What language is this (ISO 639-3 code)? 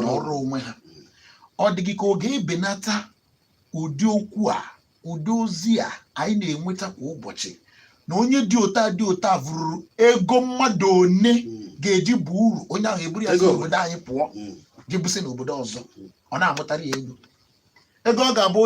ibo